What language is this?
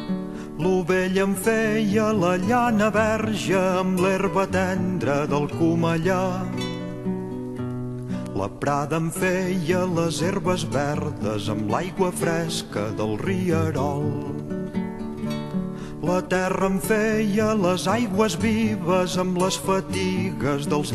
Catalan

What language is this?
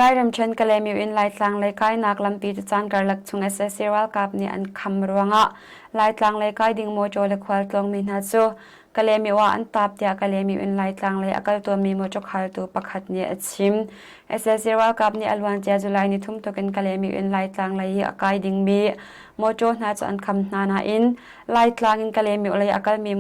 Hakha Chin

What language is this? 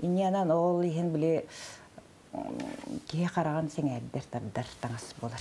Yakut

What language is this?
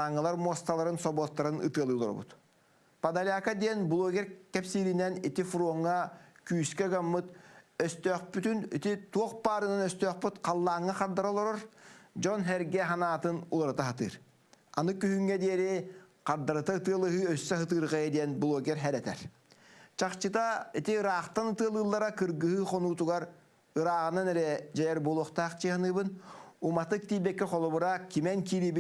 Yakut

